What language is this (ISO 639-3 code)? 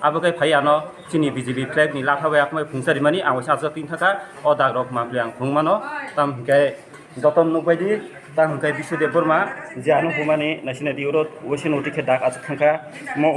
trp